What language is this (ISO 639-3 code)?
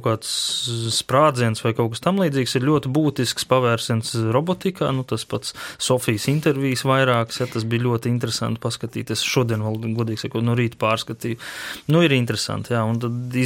lav